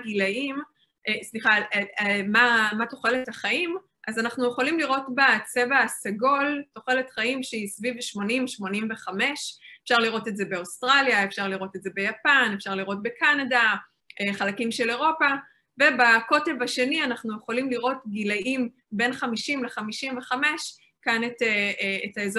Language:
Hebrew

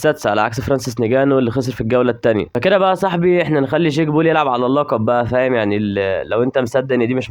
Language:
Egyptian Arabic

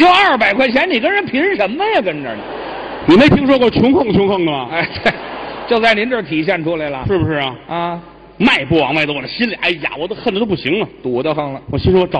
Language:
Chinese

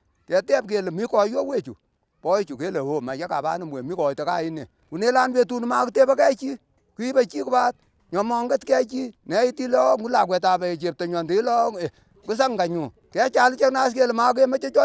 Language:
Kalenjin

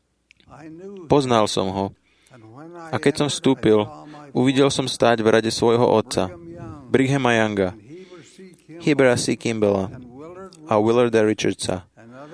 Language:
Slovak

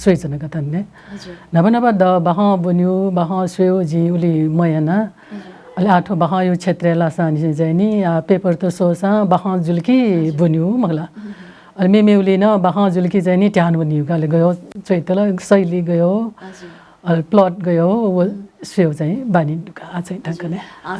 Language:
Newari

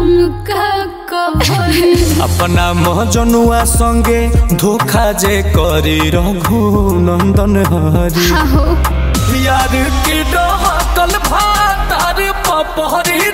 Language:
Bhojpuri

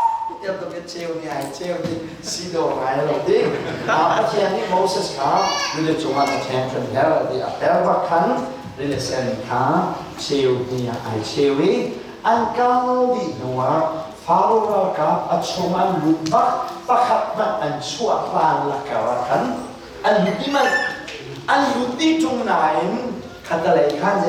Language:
Hakha Chin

